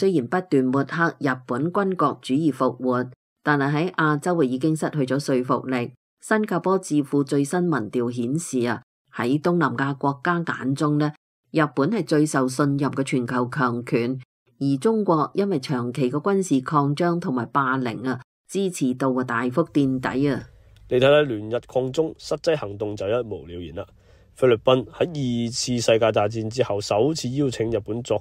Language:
Cantonese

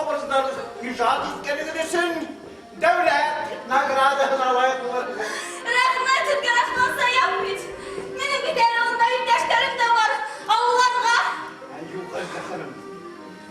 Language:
Bashkir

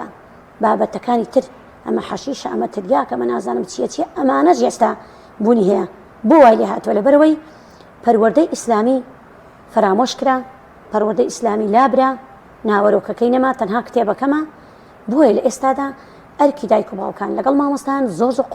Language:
Central Kurdish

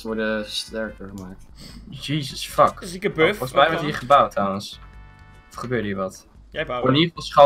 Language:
Dutch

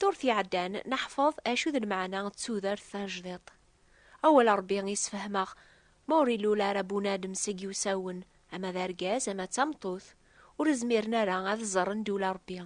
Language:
Kabyle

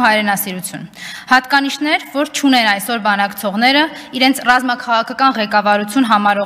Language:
Armenian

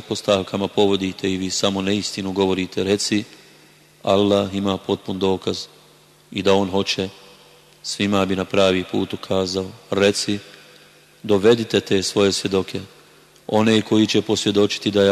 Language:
Bosnian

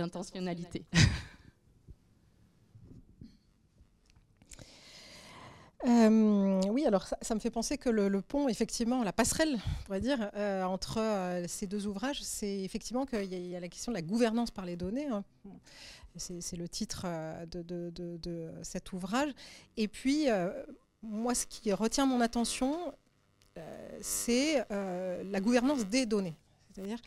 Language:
French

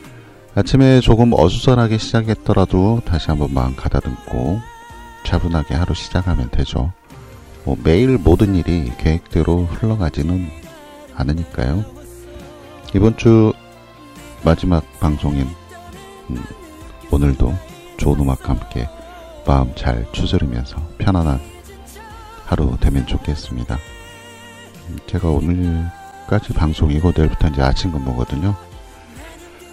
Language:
Korean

